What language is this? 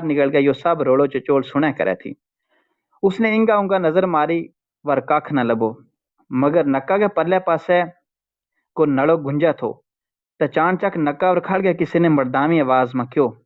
Gujari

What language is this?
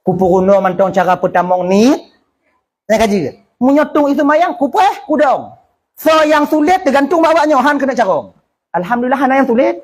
Achinese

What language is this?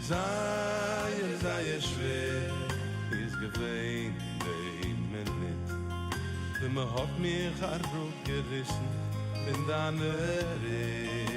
Yiddish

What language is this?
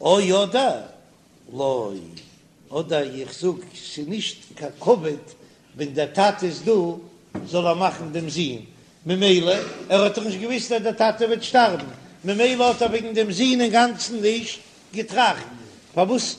Yiddish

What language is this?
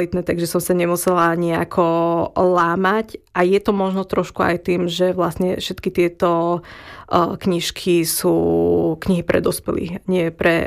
Slovak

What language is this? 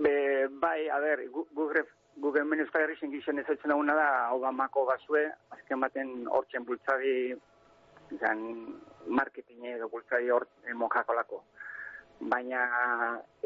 Basque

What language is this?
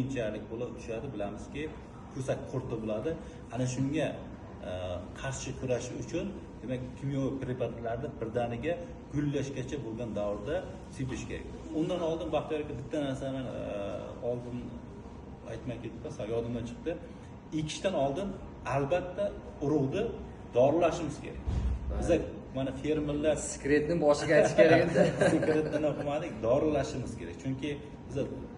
Uzbek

